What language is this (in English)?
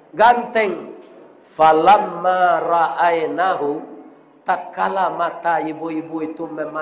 Minangkabau